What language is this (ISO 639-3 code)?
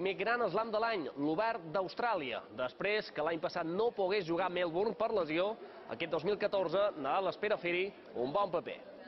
cat